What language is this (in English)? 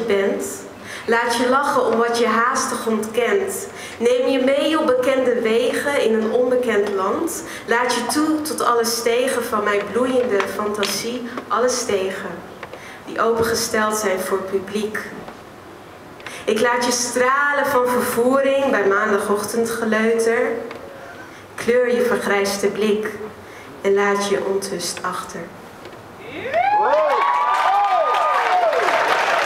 Dutch